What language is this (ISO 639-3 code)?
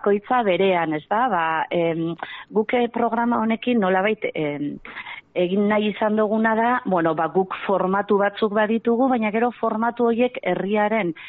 eus